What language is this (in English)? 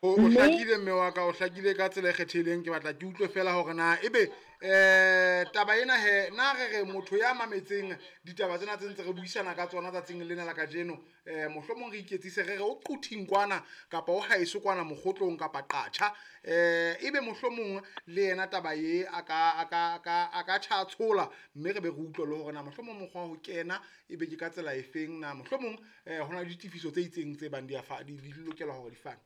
Southern Sotho